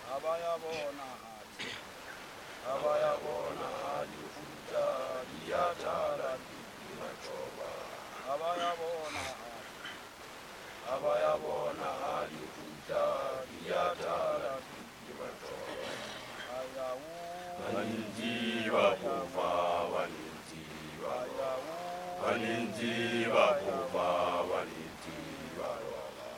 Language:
Southern Sotho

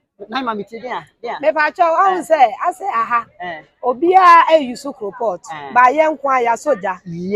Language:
Akan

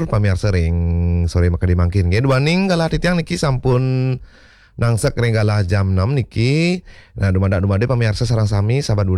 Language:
Balinese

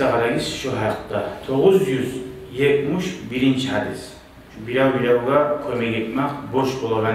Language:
Kumyk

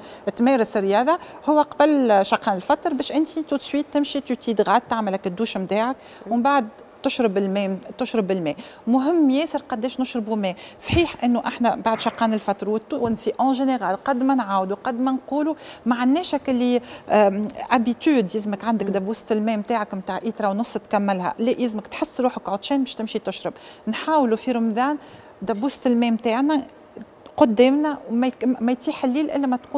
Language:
Tunisian Arabic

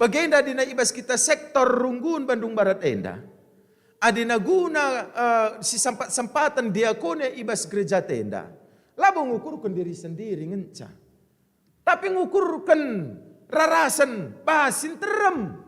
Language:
Batak Karo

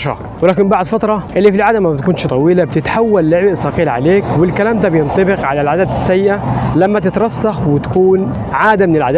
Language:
Egyptian Arabic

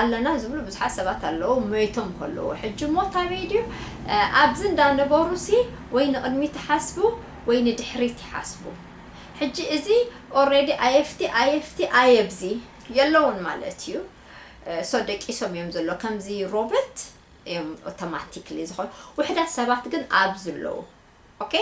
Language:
Tigrinya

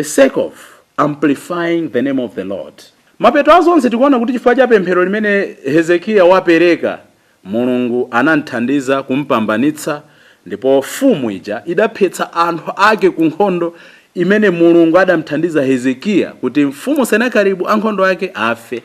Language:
Nyanja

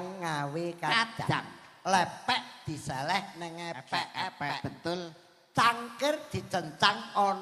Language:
Javanese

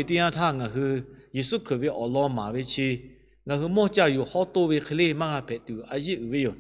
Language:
Lahu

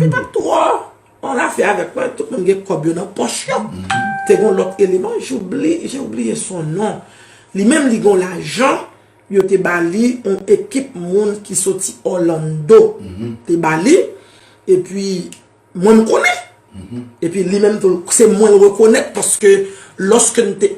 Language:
Haitian Creole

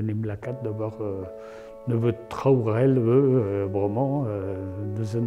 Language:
Breton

